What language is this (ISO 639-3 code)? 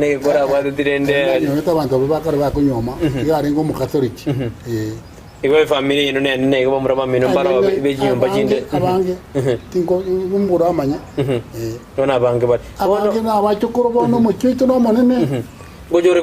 guz